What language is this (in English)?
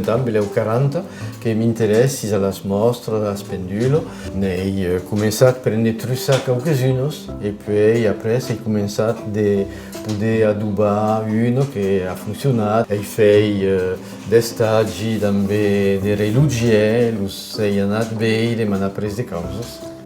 Occitan